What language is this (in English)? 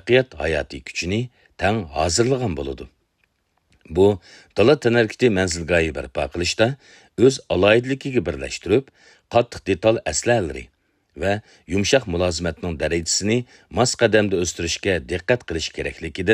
Uyghur